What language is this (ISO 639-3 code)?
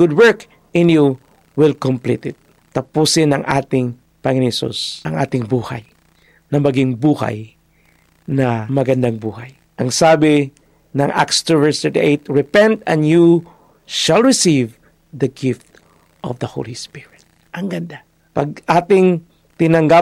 fil